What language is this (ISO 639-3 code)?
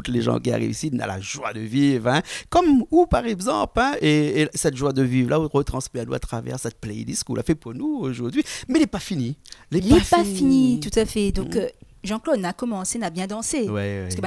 rcf